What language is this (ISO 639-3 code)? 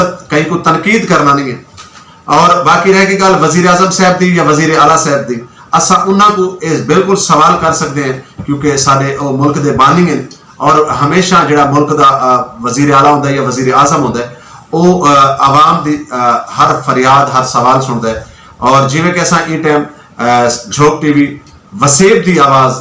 skr